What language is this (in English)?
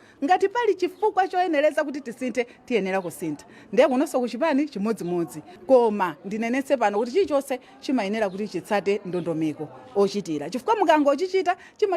Nyanja